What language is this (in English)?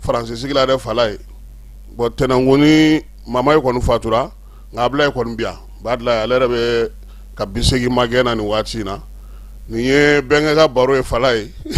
Bambara